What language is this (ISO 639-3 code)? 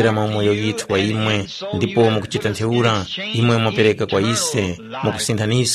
tum